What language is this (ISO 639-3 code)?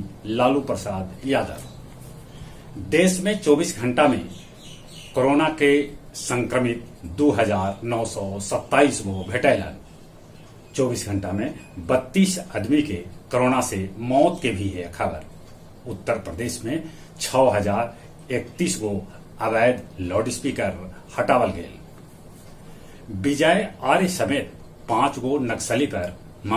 mag